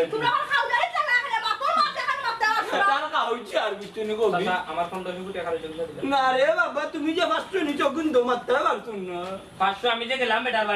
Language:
Sylheti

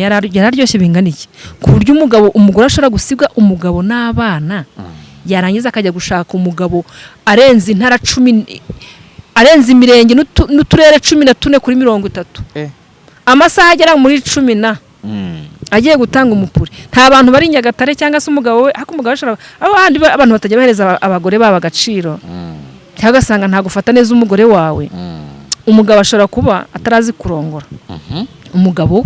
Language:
Kinyarwanda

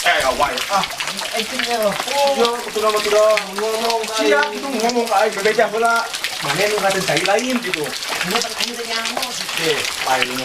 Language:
Sundanese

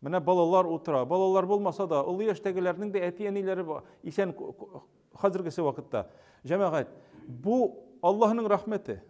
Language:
Tatar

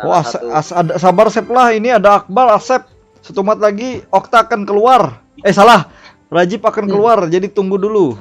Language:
Banjar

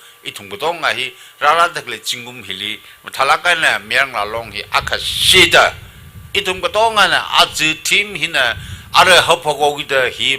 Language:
Tangkhul Naga (India)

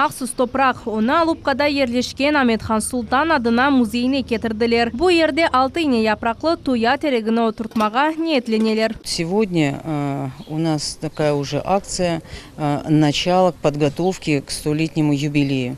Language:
Crimean Tatar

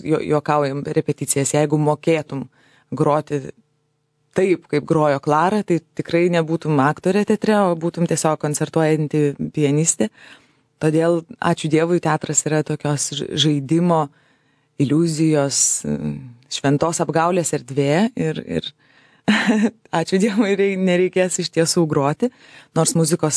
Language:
Lithuanian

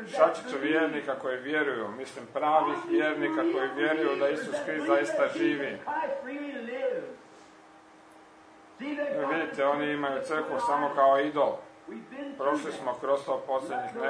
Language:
Croatian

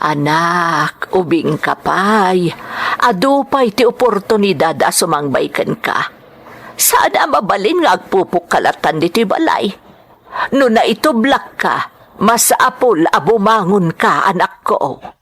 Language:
Iloko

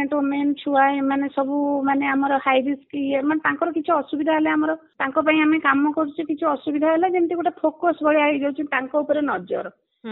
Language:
Odia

